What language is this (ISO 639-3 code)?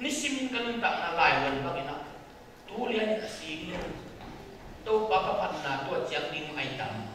ctd